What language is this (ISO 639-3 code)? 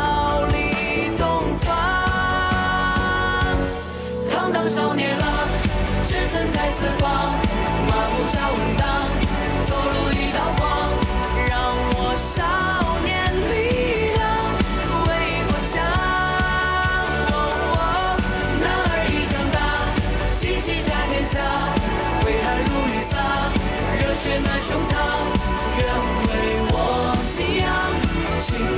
zho